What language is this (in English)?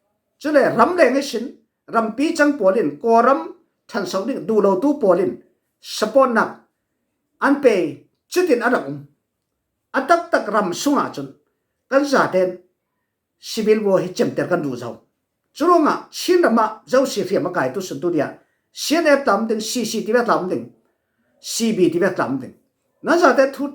Falam Chin